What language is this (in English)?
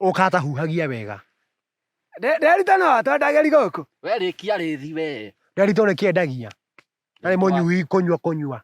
Kikuyu